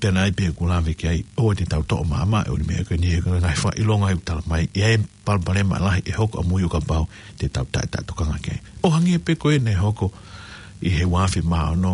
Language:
Tongan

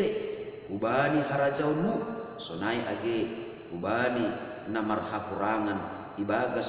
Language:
Batak Simalungun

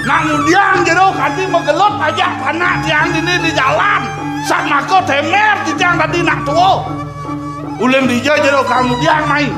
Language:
Balinese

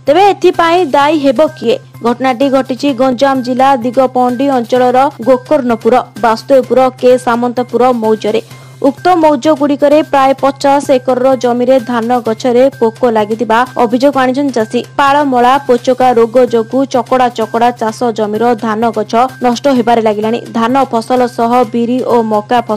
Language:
Odia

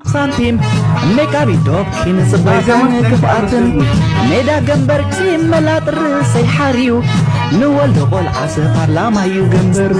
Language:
Tigrinya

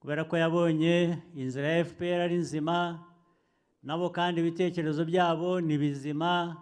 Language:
Kinyarwanda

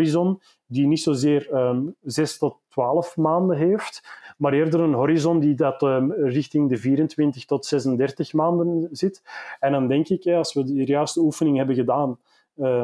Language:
Dutch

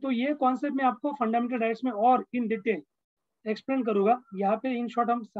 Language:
Hindi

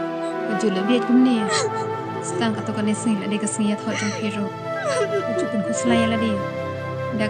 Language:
Khasi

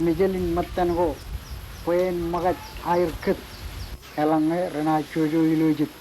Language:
Marshallese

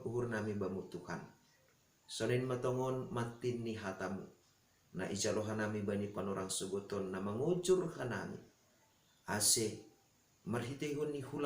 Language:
Batak Simalungun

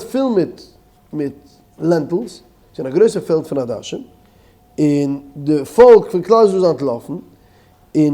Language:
Yiddish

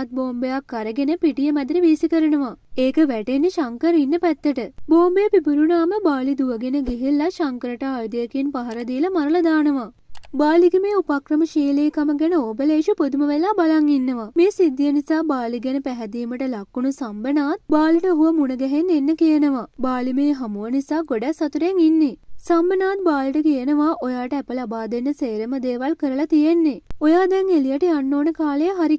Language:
Sinhala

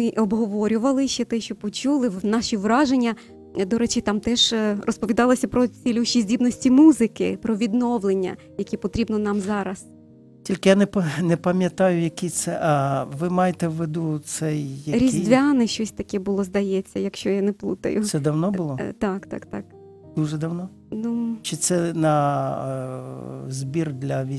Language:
Ukrainian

